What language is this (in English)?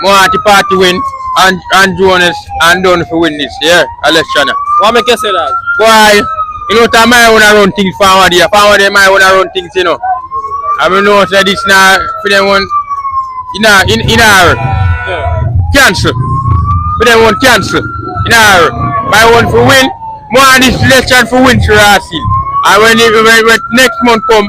Jamaican Creole English